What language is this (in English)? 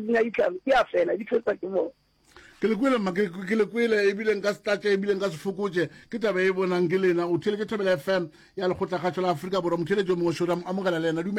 Northern Sotho